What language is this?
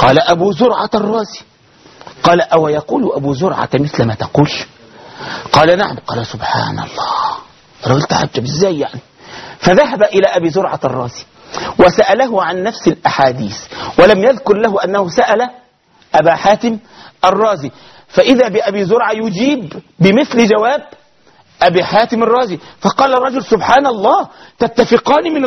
Arabic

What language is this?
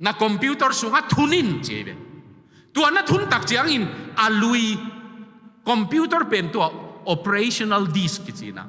Tedim Chin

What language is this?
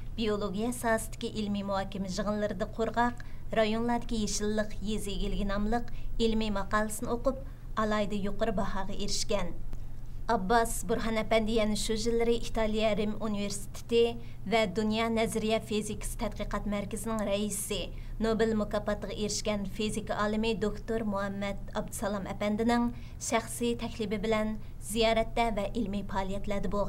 Uyghur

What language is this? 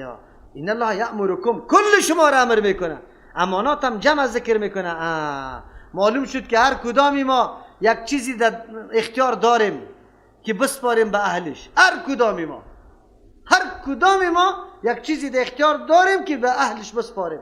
Persian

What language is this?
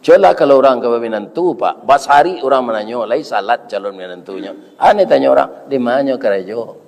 Minangkabau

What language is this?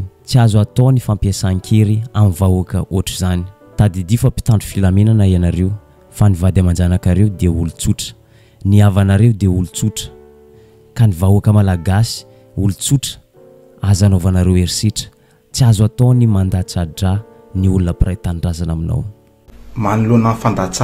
Malagasy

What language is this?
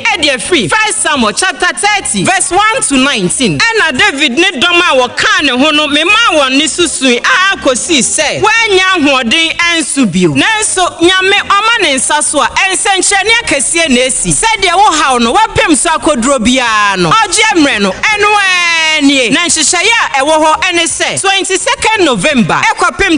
Akan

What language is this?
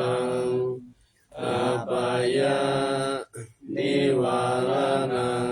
Pali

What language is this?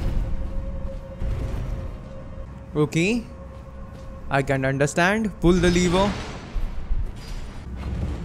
Hindi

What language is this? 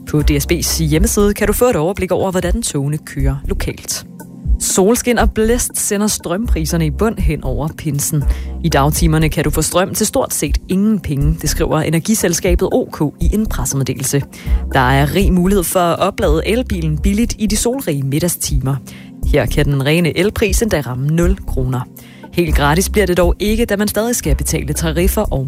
Danish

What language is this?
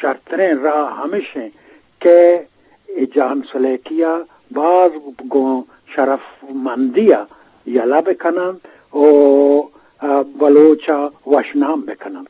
Eastern Balochi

